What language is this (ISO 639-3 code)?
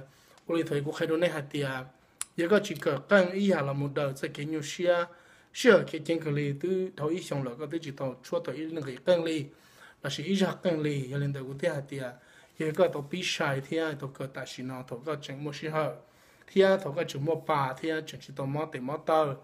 hmn